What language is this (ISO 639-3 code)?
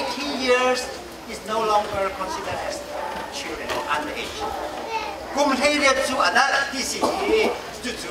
cnh